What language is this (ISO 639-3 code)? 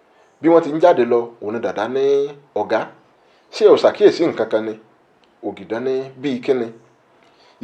yor